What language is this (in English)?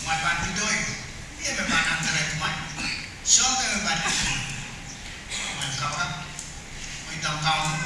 Pohnpeian